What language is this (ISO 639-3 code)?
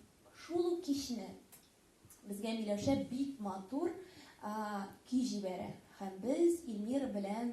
tat